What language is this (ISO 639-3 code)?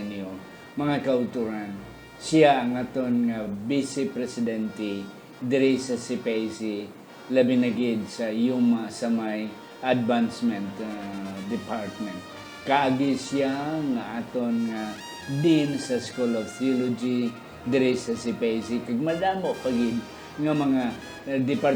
hil